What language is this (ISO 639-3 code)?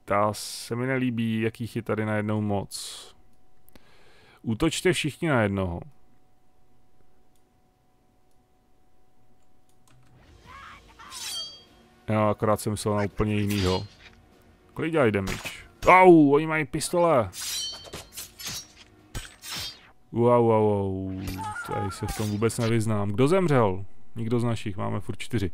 ces